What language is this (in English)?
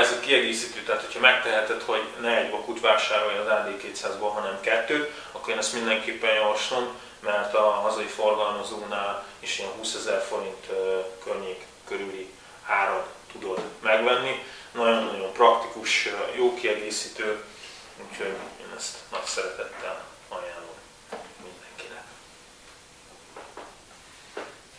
Hungarian